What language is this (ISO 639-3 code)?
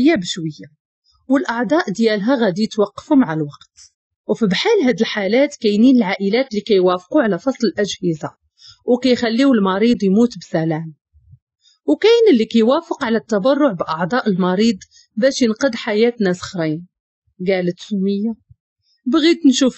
ary